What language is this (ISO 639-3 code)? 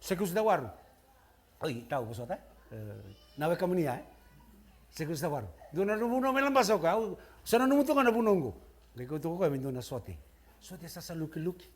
fij